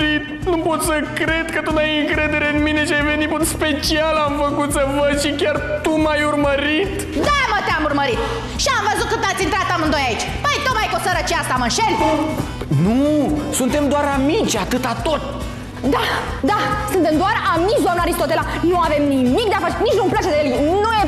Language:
Romanian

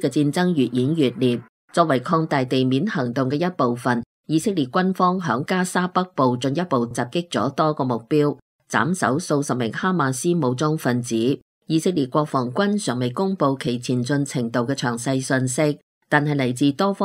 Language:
Cantonese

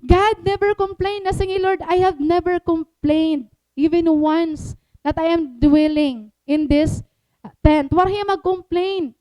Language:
Waray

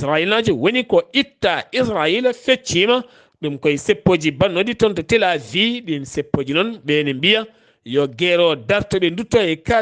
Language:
Fula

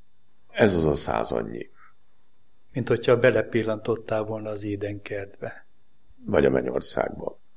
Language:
Hungarian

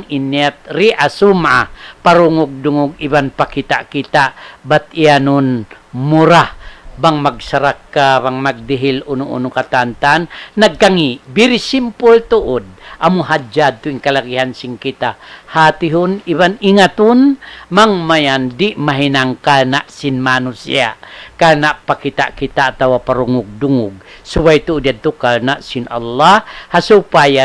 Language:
Tausug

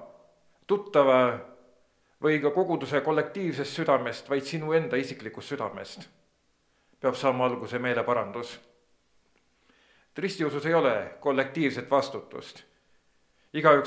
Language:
Estonian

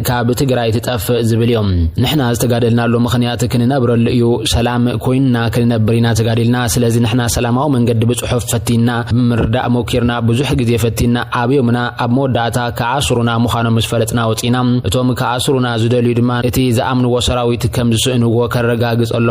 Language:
Tigrinya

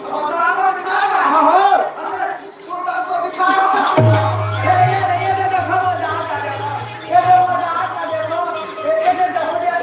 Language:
Chhattisgarhi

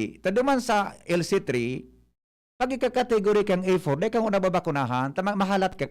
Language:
Bikol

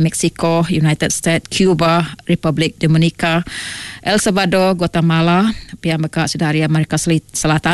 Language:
Iban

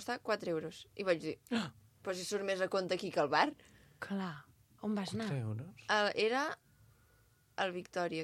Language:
Catalan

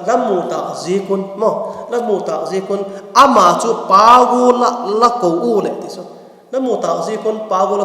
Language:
Vaiphei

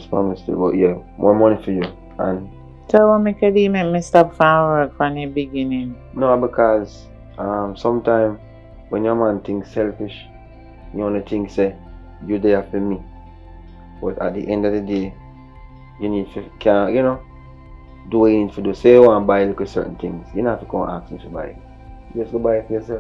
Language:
Jamaican Creole English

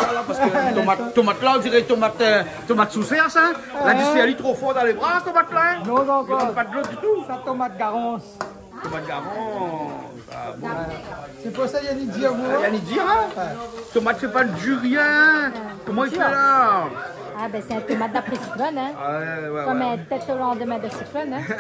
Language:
Réunion Creole French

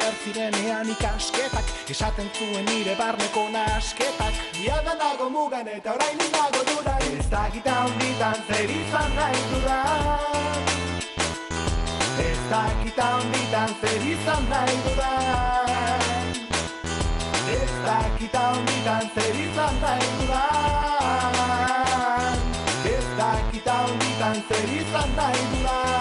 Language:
Basque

